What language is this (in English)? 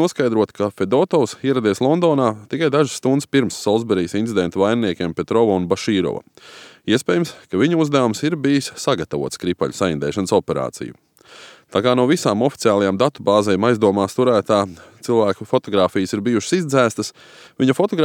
Latvian